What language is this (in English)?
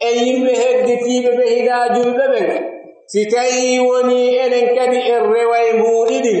Pular